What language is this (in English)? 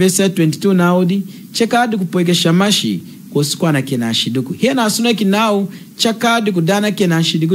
Lunda